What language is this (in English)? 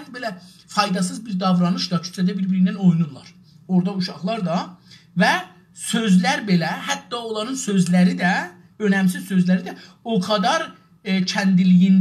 South Azerbaijani